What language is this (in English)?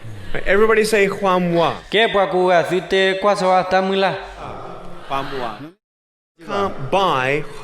S'gaw Karen